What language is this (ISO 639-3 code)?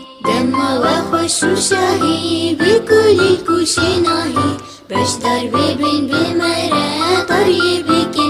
kur